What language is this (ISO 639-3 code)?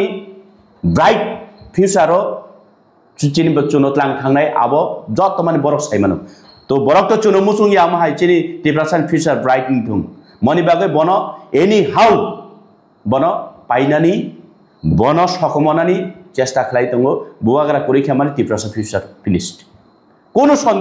trp